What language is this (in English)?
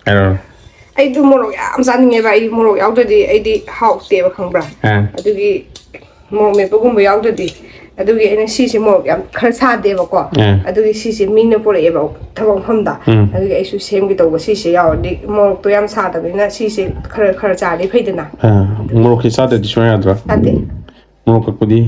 Manipuri